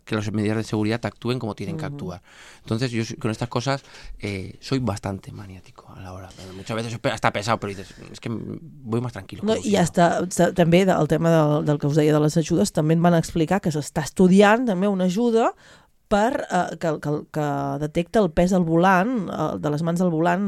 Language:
Catalan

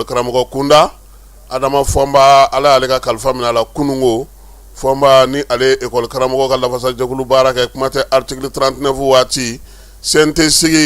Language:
Bambara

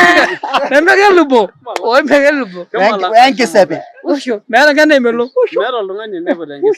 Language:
Masai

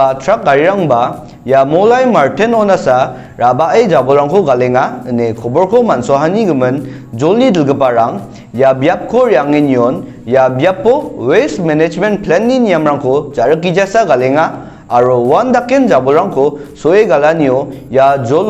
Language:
Garo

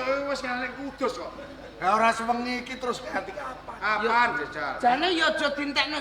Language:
Javanese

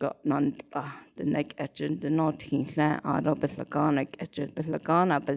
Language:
Navajo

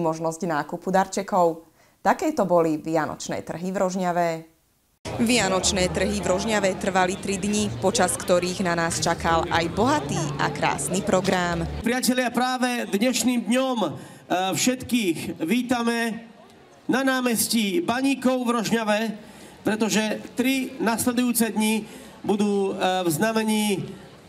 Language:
Slovak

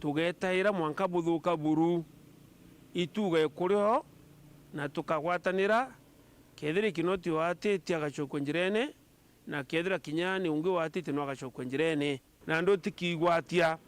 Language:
Meru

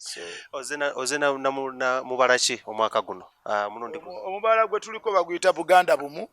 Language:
Ganda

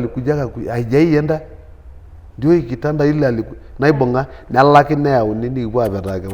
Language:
Masai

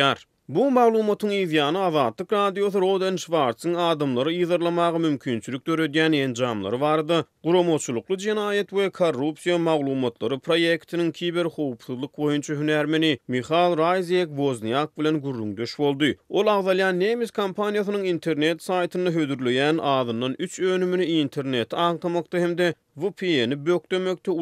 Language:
Turkmen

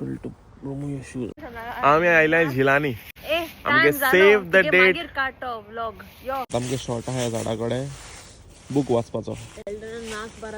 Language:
Konkani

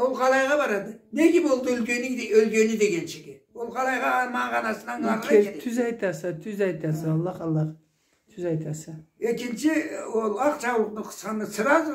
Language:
Karachay-Balkar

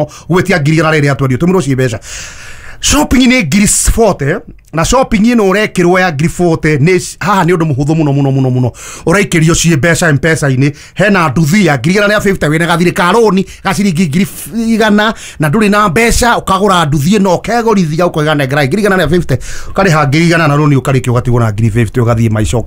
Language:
Kikuyu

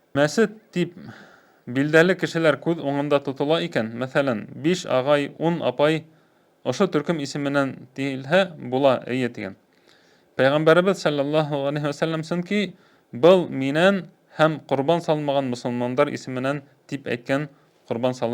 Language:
Bashkir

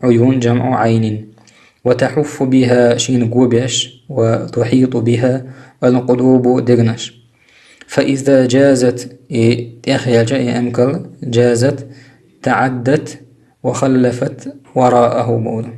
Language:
Chechen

